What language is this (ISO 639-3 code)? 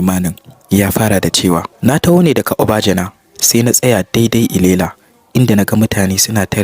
hau